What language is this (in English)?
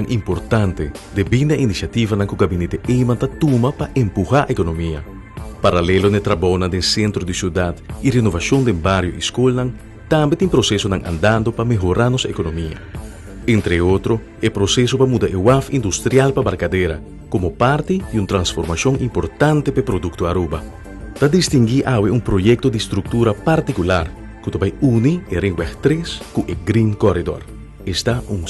Papiamento